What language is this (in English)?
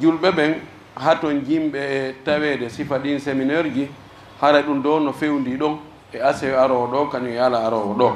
Pular